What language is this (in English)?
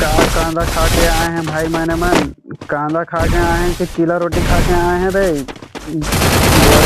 Chhattisgarhi